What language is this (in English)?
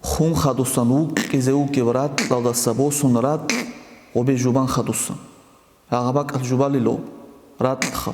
Avaric